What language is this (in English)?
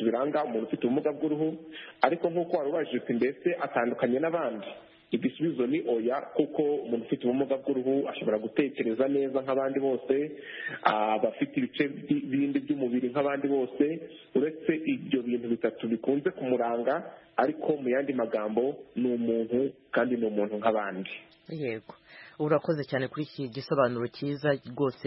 Kinyarwanda